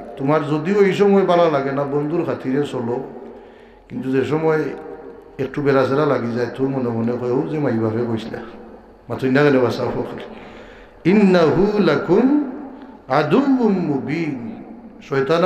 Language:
Sylheti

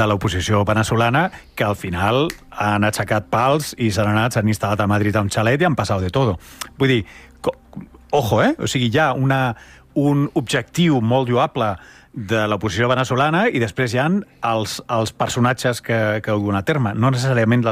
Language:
Catalan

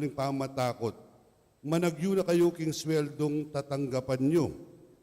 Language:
Pampanga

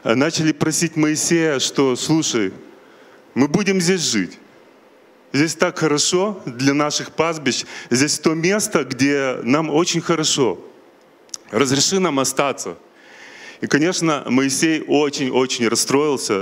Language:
Russian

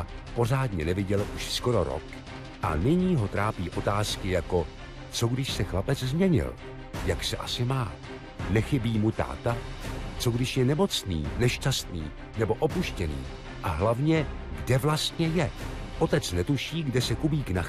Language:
Czech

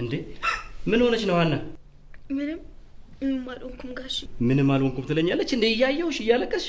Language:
Amharic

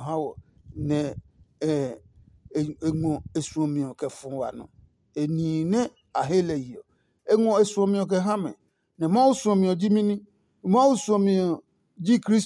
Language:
Adangme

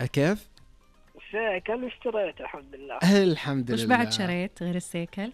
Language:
Najdi Arabic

